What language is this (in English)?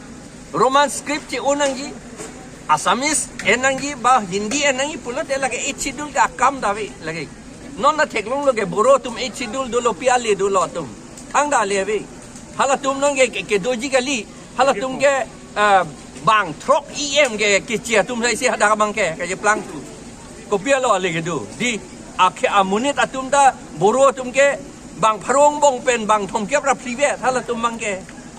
Karbi